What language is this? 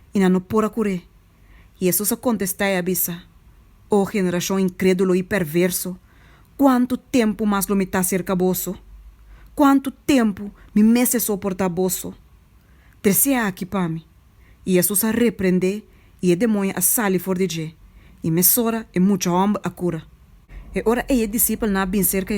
Papiamento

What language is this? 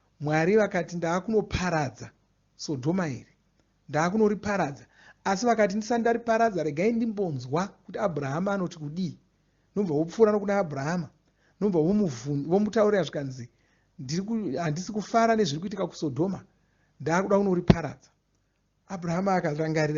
Shona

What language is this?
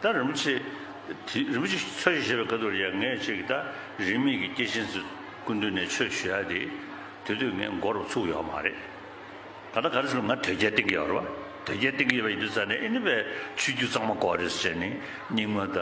Tibetan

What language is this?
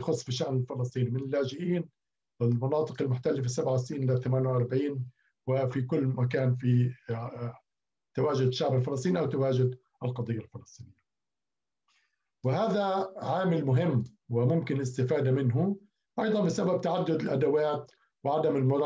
Arabic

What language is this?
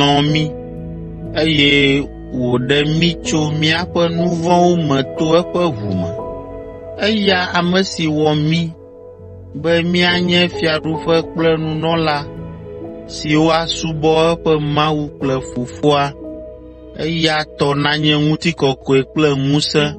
Ewe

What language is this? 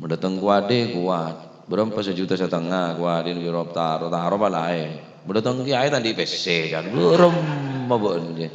Madurese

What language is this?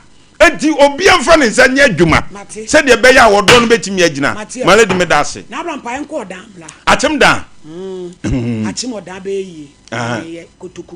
Akan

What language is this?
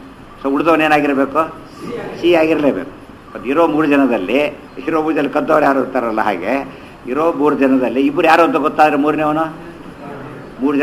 Kannada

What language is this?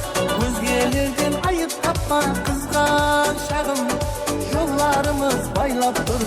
Kara-Kalpak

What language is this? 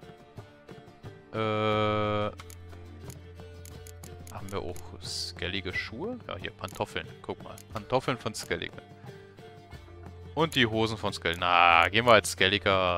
German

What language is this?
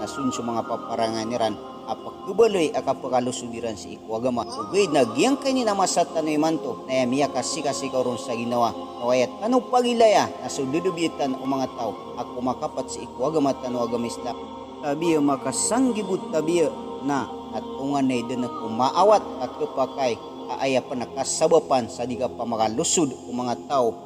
Maranao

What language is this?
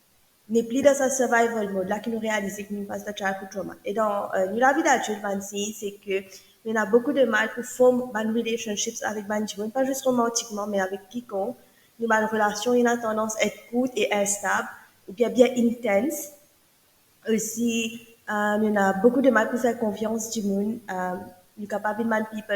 Morisyen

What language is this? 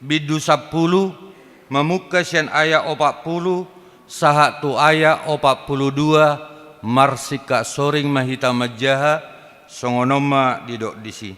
Batak Toba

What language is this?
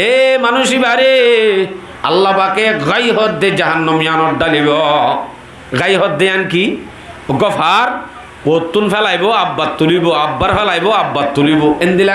Rohingya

